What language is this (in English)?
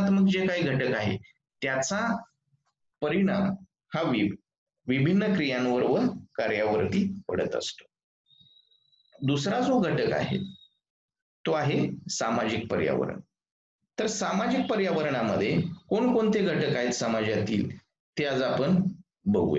Marathi